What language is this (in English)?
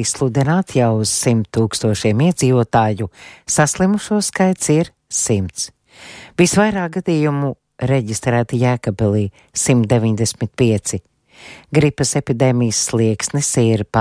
Latvian